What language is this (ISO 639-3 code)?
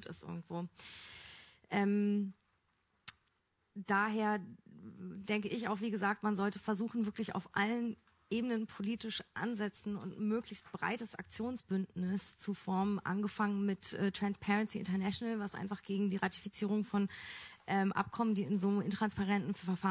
deu